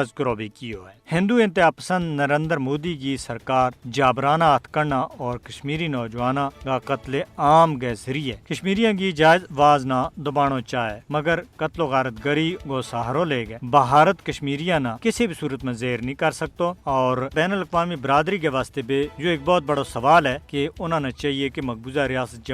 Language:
Gujari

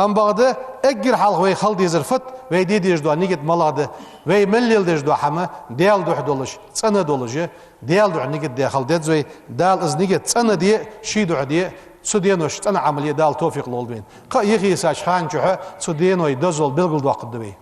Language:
Ingush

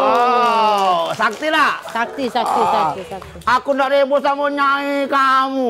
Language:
Musi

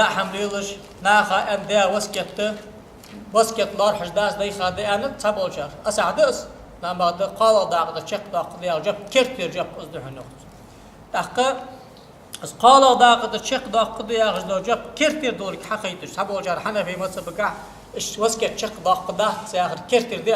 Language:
Ingush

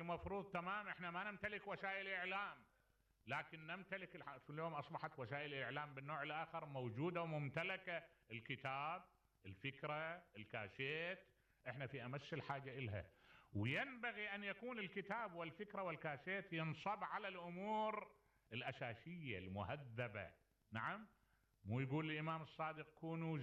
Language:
Mesopotamian Arabic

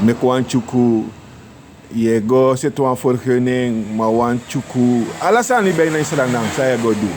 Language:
Sranan Tongo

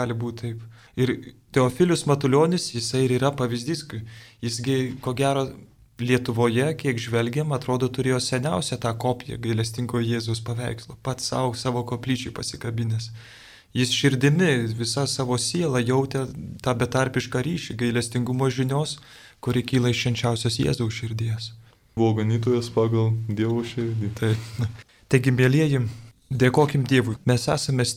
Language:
Lithuanian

